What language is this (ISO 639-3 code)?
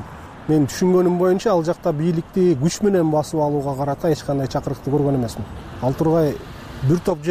kir